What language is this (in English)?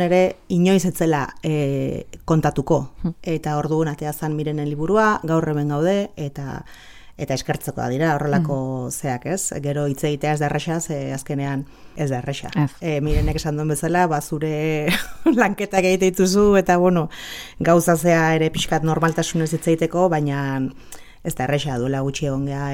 Basque